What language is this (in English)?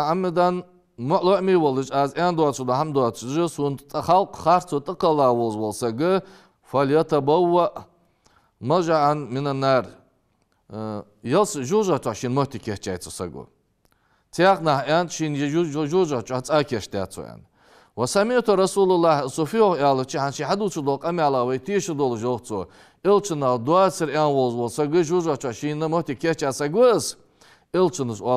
Ingush